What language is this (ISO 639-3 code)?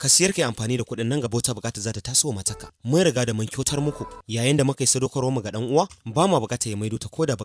hau